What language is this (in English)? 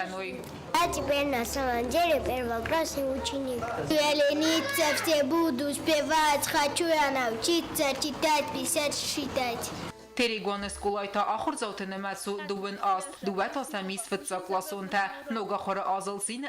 Ossetic